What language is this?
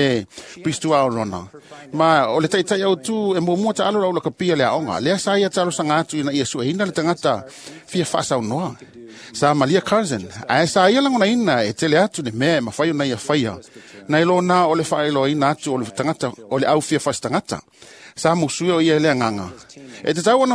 Samoan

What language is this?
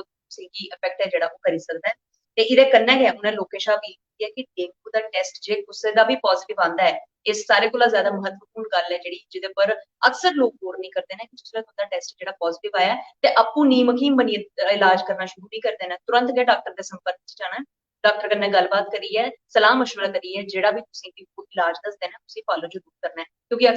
Dogri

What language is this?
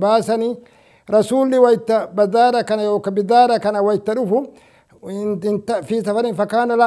Oromo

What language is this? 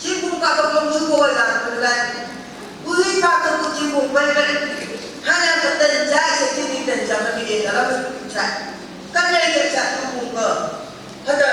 Phom Naga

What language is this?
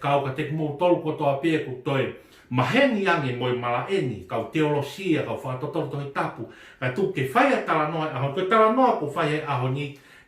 Tongan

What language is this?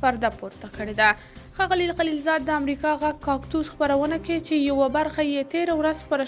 Pashto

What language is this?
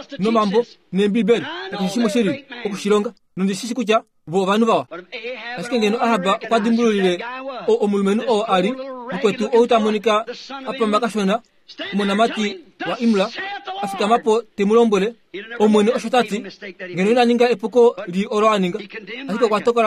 Kuanyama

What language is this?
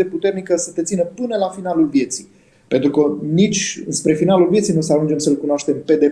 Romanian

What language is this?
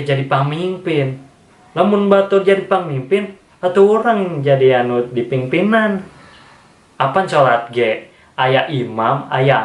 Sundanese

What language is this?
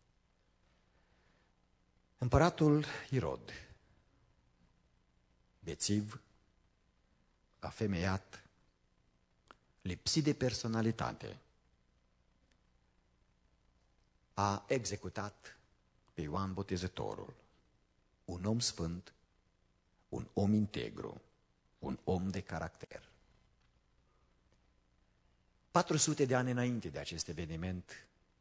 Romanian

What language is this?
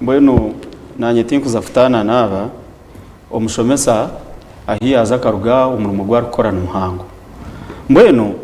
Nyankole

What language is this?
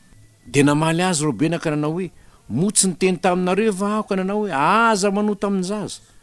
Malagasy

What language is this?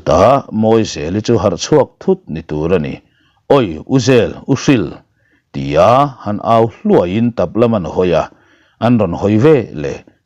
Mizo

